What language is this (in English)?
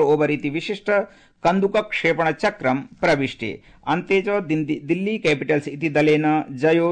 Sanskrit